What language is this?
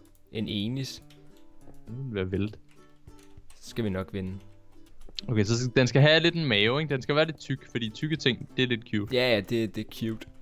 Danish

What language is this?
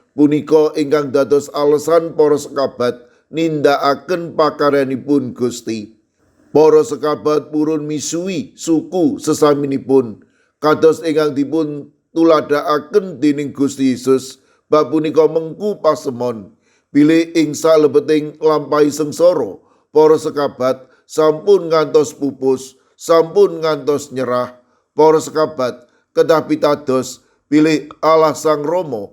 Javanese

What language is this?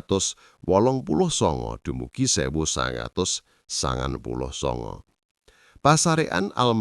Javanese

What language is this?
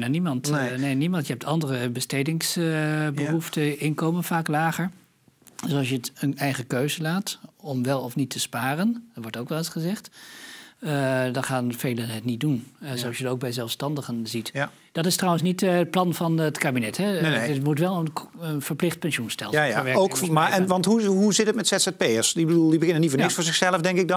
Dutch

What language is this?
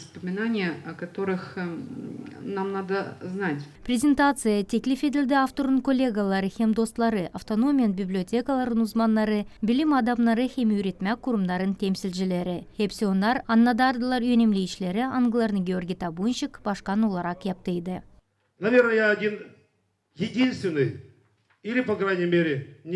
Gagauz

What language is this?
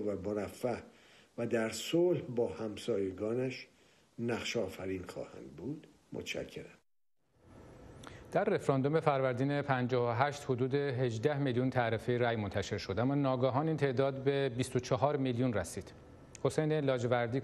Persian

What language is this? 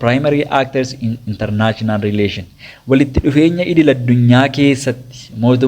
Oromo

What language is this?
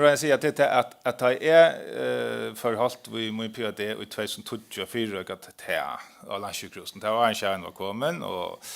Faroese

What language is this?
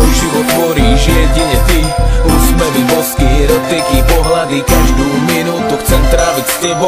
Slovak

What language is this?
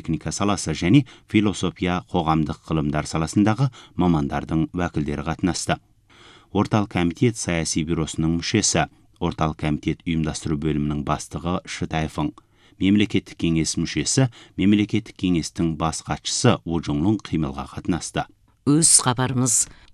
Kazakh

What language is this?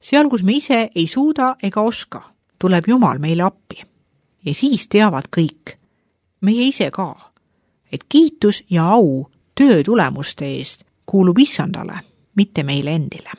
Estonian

